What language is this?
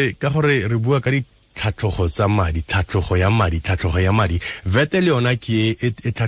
Tswana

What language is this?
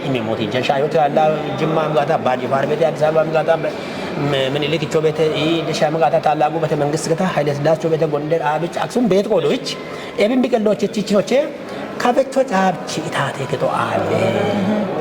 Kafa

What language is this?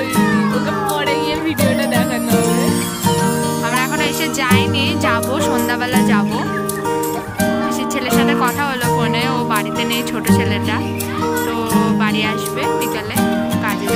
Bangla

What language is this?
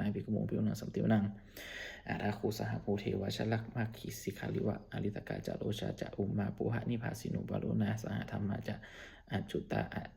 Pali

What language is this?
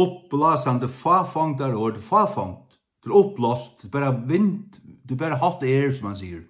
Faroese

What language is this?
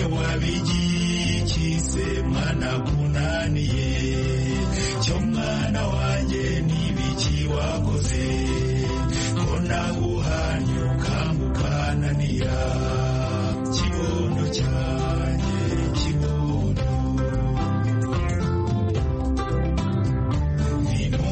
Kinyarwanda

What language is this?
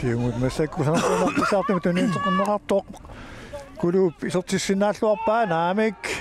Kalaallisut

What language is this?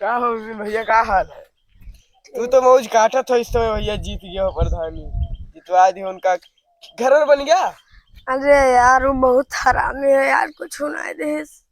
Awadhi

